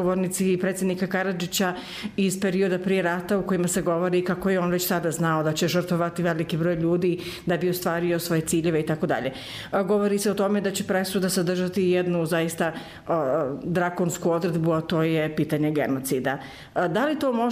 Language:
Bosnian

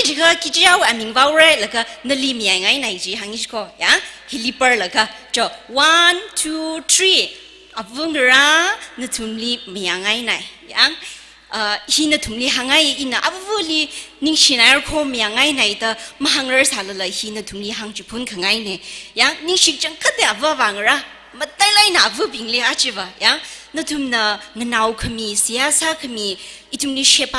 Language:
Tangkhul Naga (India)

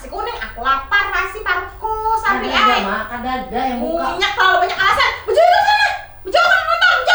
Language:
Banjar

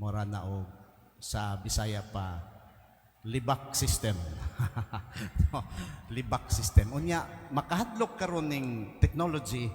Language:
Cebuano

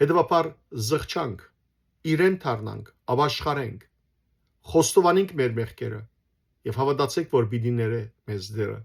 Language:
Western Armenian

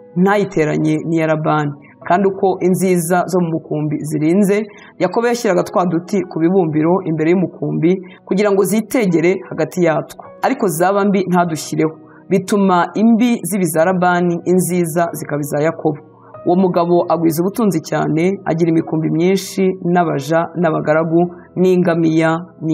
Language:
Kinyarwanda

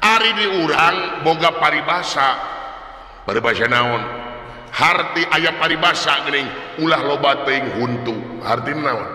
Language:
Sundanese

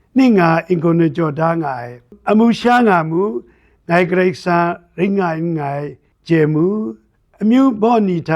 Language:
Kachin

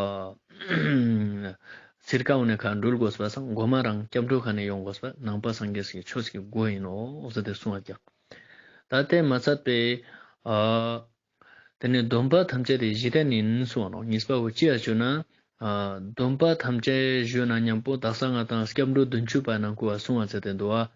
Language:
Ladakhi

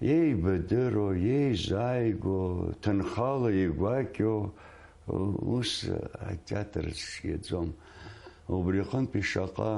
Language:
Abkhazian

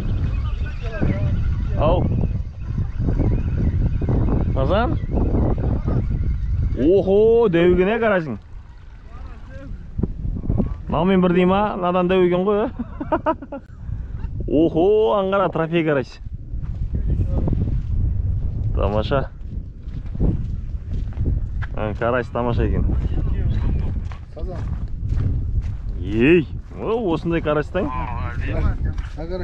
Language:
Kazakh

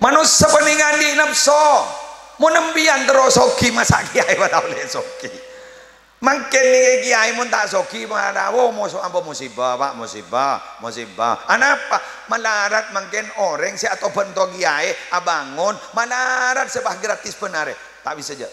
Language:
Madurese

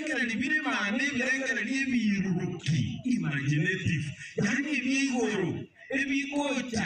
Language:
Gusii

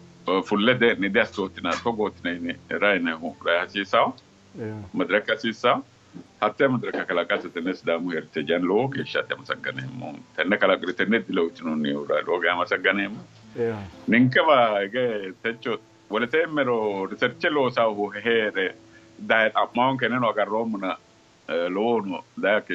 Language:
Sidamo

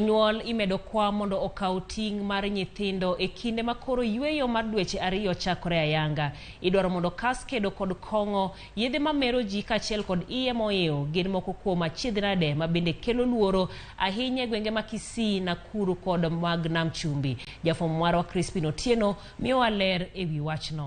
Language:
Luo (Kenya and Tanzania)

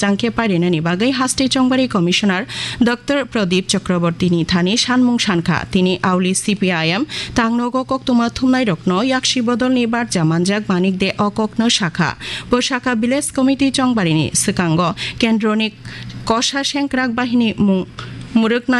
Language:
Kok Borok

